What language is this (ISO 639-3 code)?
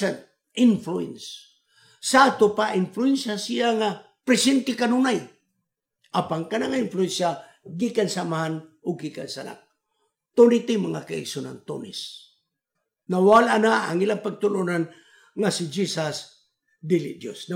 ceb